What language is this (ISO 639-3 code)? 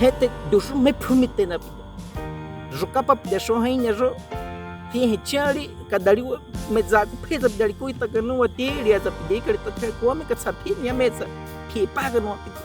bwi